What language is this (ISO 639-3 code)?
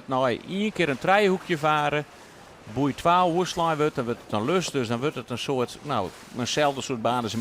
fry